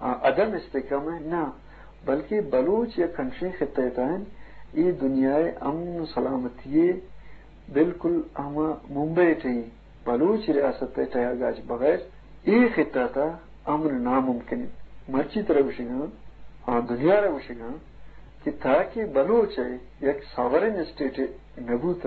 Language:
Eastern Balochi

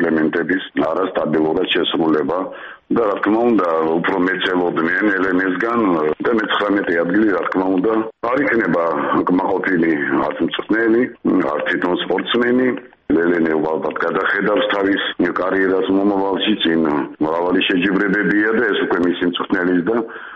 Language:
Georgian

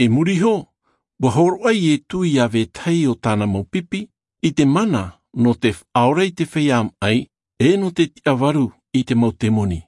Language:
Tahitian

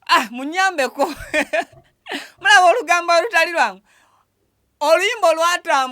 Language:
Ganda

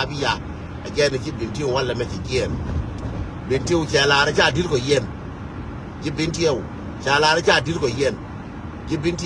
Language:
Nuer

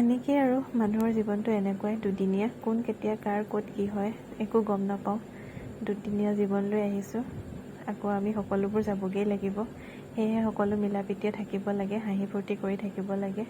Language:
Assamese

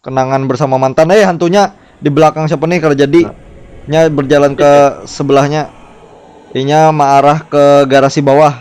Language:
Banjar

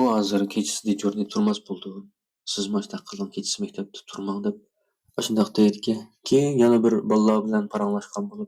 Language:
Uyghur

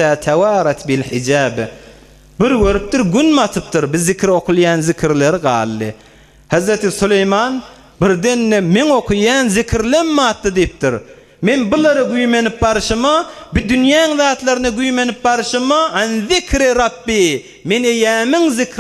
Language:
Turkmen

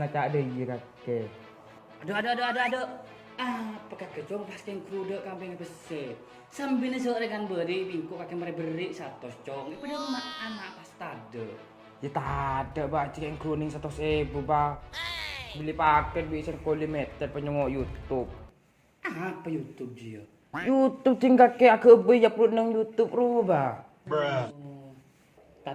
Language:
Madurese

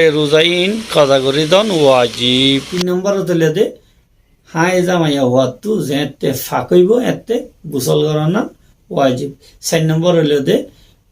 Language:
Rohingya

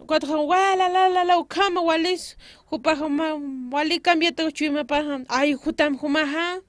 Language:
Aymara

